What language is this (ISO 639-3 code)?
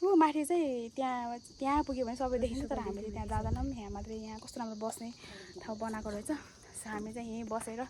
nep